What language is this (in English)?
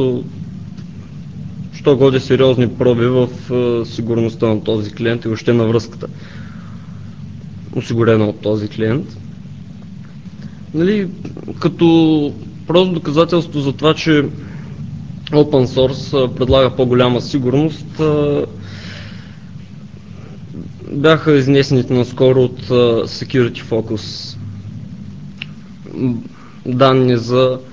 Bulgarian